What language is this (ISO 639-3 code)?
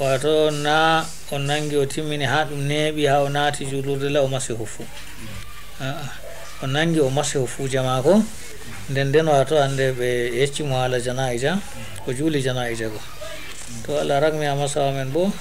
ful